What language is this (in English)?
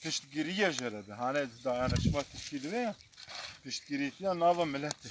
Kurdish